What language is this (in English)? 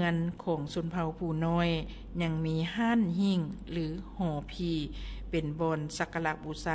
Lao